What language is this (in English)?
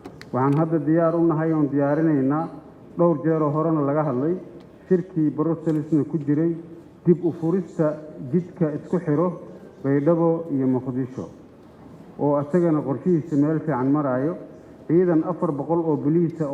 Somali